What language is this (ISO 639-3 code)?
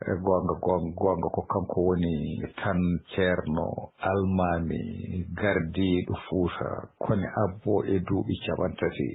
ful